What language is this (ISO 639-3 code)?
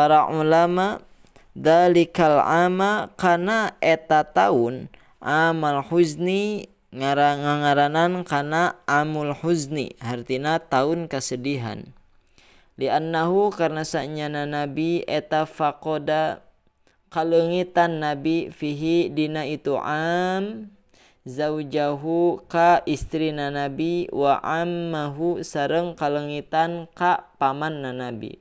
sun